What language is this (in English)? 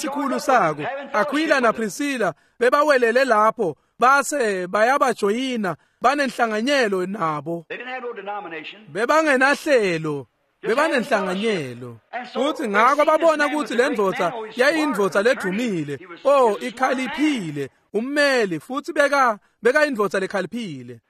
Swati